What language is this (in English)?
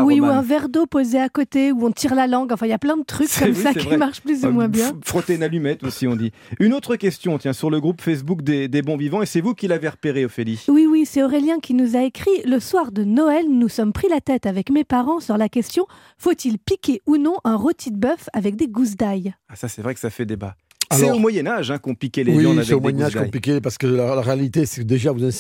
French